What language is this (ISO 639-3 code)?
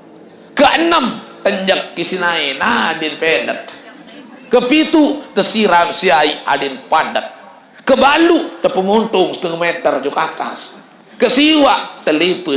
sas